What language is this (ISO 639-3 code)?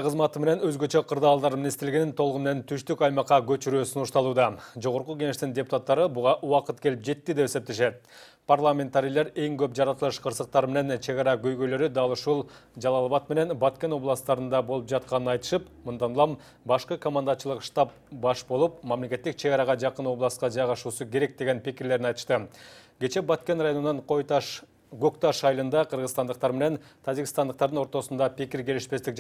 kir